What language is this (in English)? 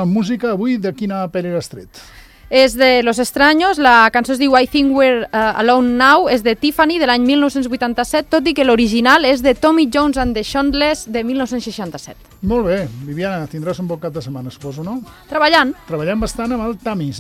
Catalan